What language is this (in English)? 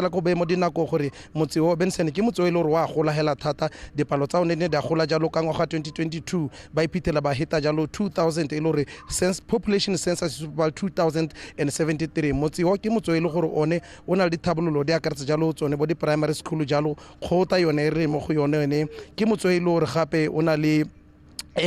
Tswana